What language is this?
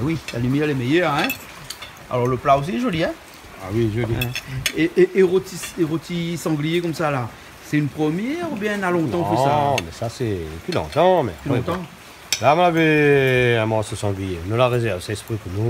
Réunion Creole French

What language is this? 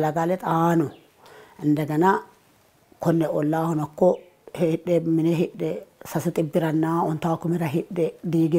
Sidamo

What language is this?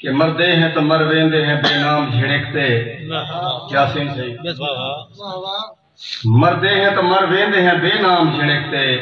Saraiki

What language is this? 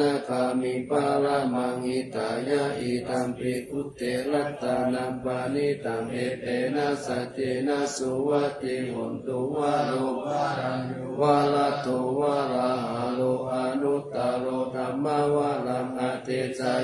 Pali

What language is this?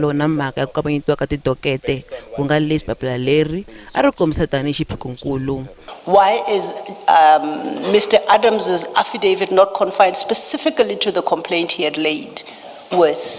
Tsonga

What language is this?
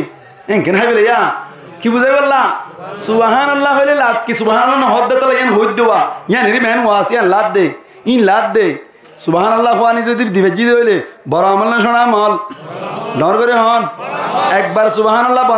Rohingya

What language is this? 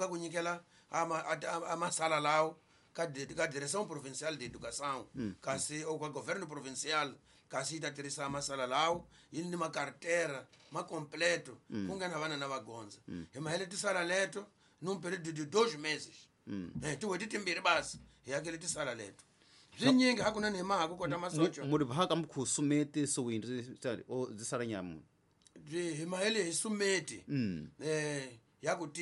Tsonga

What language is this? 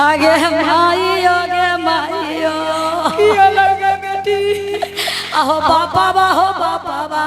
Magahi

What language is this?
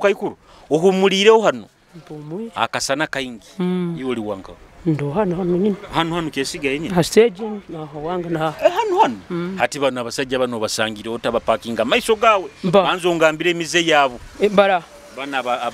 Nyoro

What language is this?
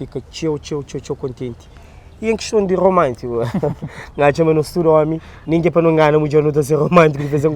Kabuverdianu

